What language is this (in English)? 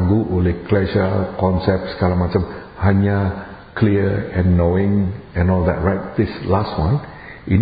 Indonesian